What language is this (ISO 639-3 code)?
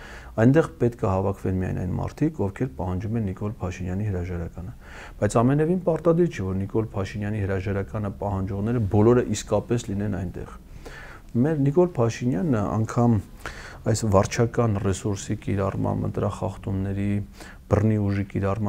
hye